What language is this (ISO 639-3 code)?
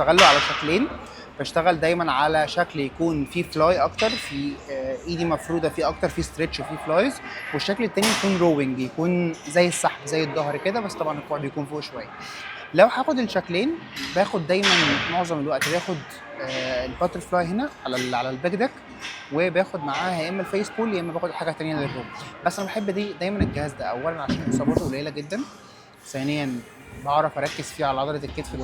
arz